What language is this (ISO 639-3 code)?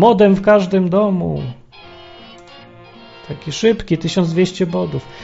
pol